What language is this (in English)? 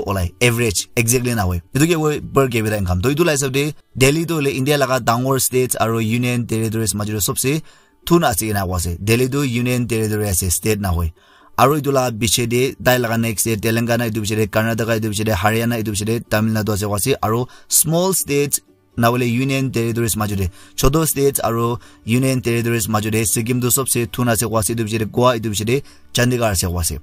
Naga Pidgin